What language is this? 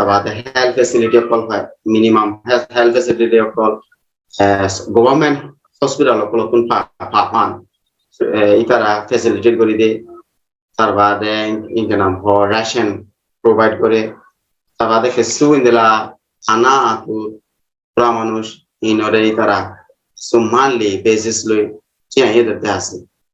Rohingya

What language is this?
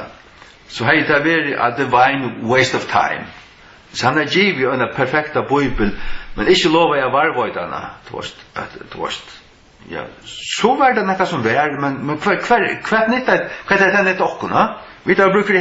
Faroese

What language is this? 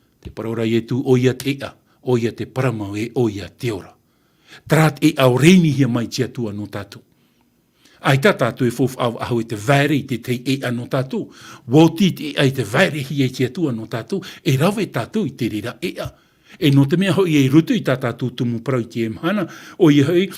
Tahitian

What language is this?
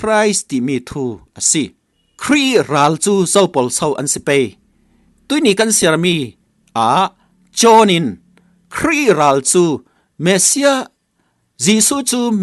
Falam Chin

